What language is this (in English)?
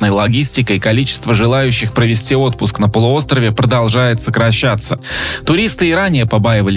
Russian